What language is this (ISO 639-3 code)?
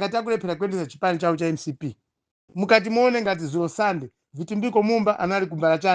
nya